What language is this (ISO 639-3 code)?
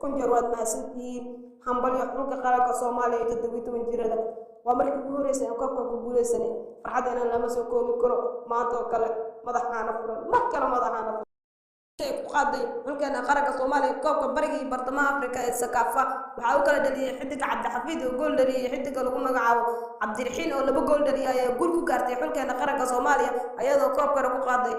som